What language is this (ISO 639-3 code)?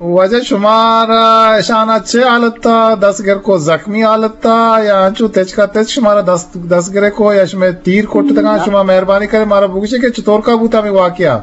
bgp